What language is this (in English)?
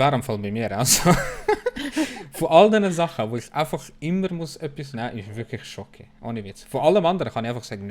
Swiss German